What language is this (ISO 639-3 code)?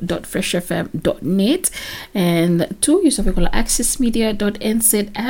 bis